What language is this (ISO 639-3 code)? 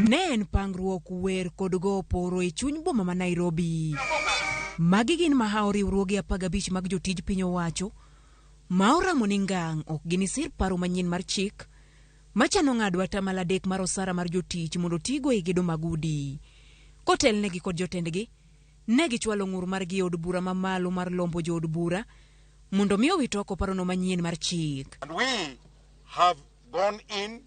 luo